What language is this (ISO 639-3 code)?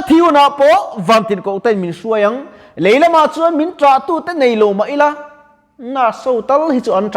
lus